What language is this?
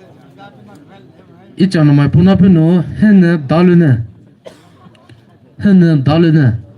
Poumei Naga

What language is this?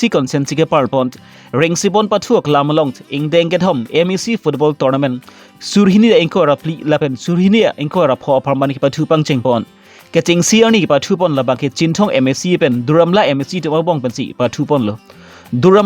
Karbi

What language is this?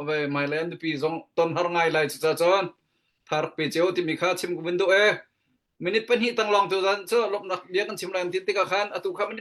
Hakha Chin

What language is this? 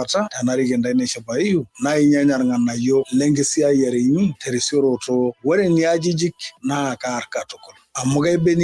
Masai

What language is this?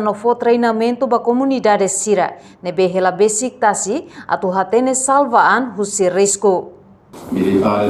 Tetum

